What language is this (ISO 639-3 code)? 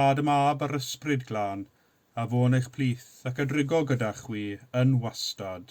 cym